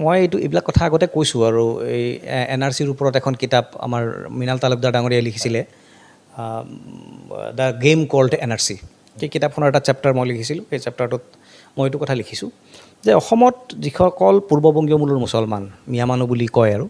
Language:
Assamese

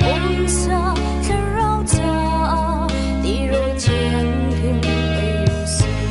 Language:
Hakha Chin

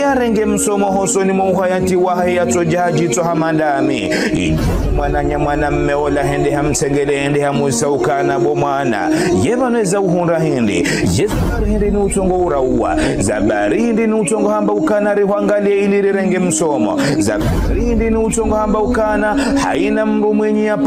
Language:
Ngazidja Comorian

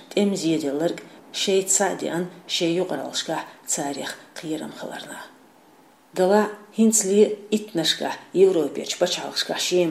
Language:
Chechen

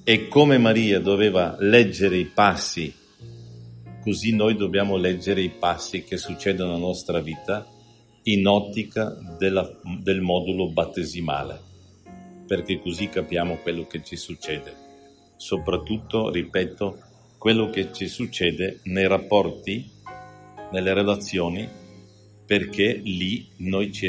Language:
Italian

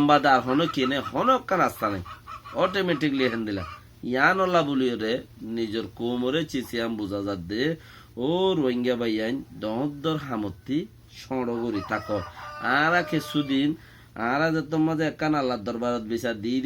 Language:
Rohingya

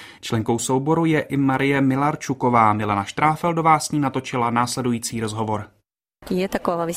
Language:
Czech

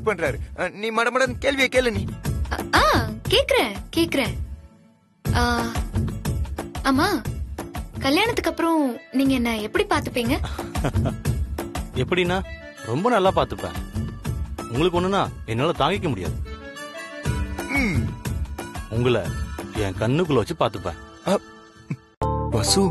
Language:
Tamil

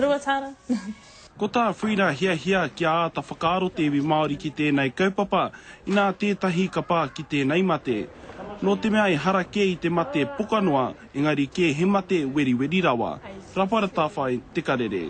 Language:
Māori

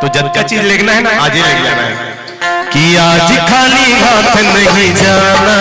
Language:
Chhattisgarhi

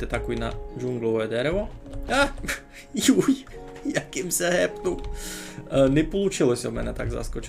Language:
Rusyn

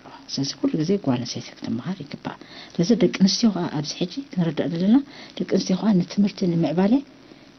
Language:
Tigrinya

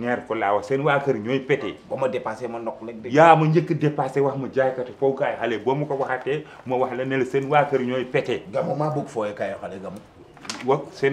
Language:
Wolof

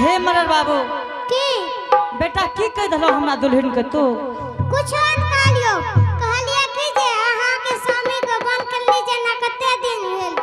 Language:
Angika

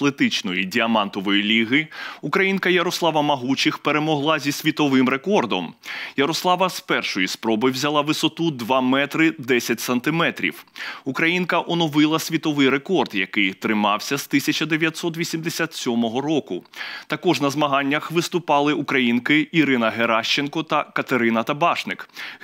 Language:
Ukrainian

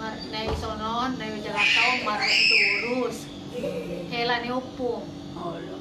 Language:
Batak Toba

